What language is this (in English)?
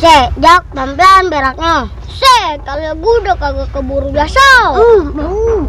Betawi